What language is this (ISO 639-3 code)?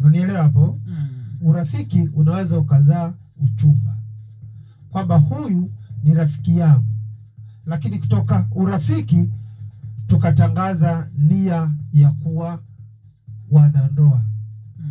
swa